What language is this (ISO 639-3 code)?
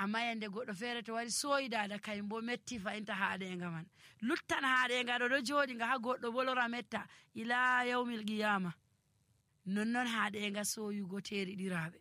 fuv